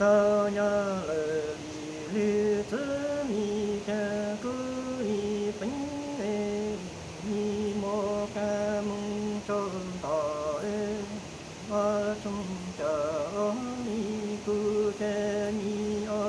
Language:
Hmong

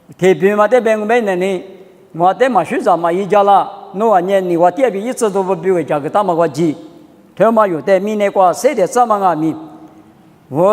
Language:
Lisu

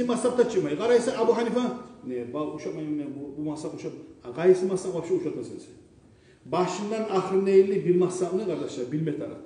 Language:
Kumyk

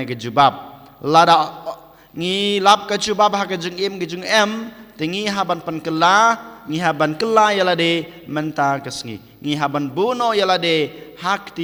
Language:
Khasi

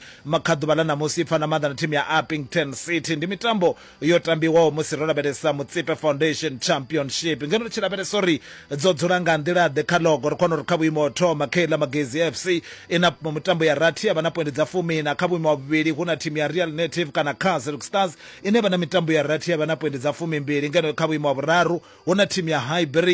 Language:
Venda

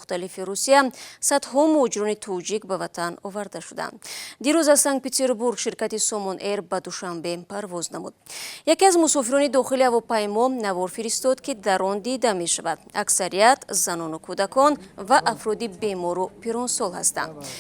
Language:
Tajik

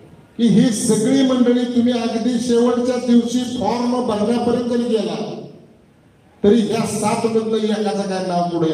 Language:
Marathi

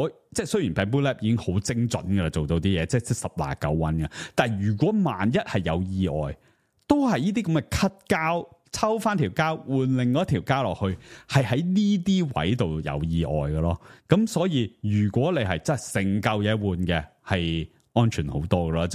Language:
Cantonese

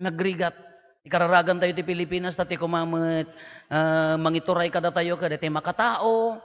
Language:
Iloko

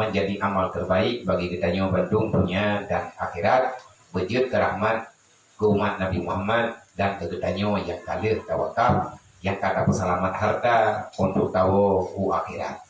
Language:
Achinese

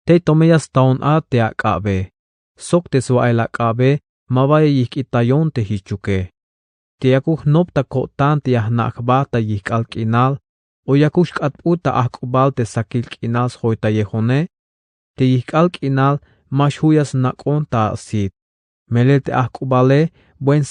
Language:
Tzeltal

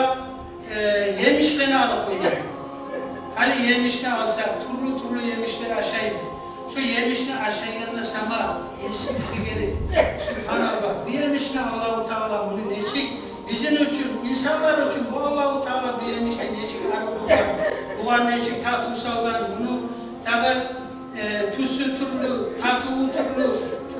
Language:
Kumyk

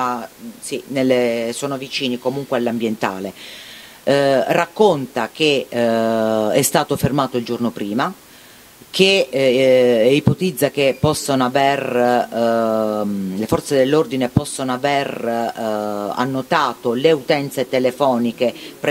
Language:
Italian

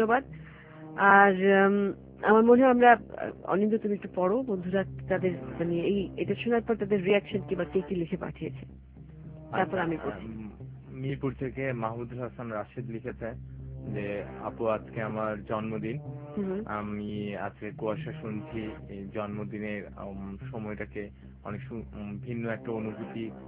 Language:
Bangla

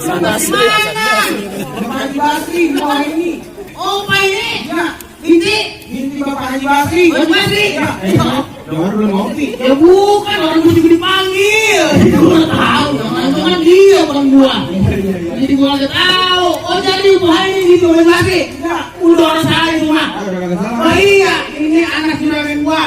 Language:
Betawi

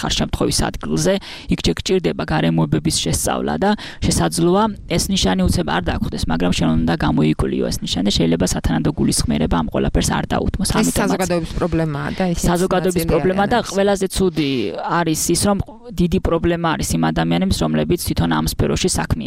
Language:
Georgian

